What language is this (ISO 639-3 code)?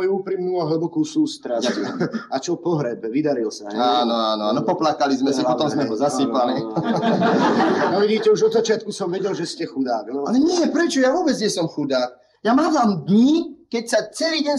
slk